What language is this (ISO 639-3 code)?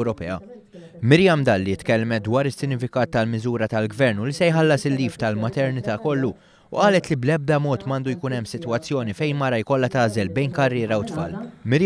mlt